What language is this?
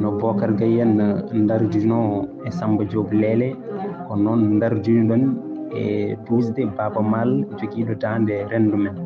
Fula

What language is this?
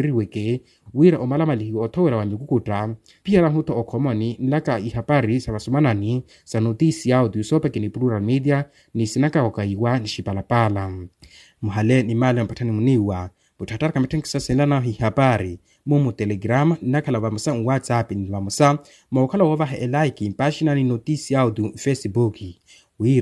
Makhuwa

